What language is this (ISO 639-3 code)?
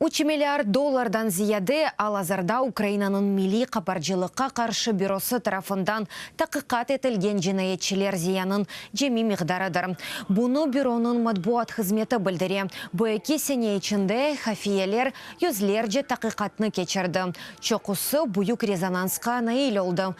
crh